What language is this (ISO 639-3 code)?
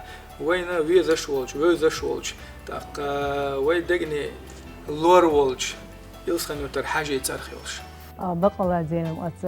che